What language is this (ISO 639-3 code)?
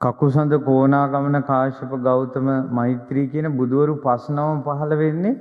sin